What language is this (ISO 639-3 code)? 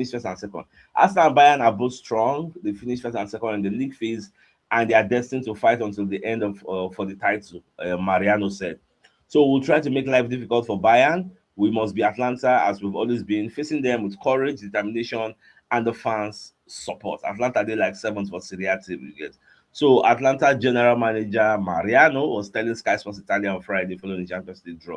pcm